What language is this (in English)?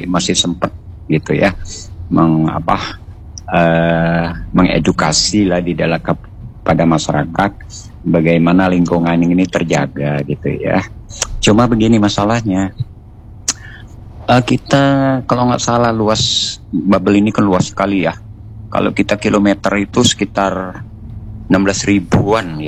Indonesian